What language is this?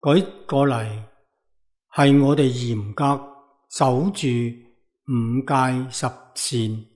Cantonese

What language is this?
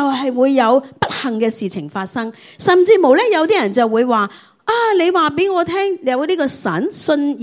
Cantonese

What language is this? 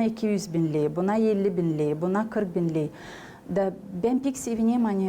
Gagauz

